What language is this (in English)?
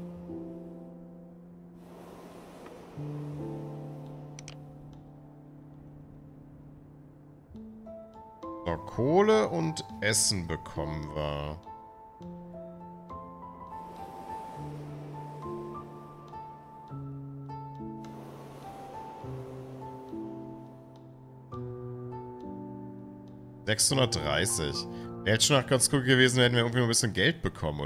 German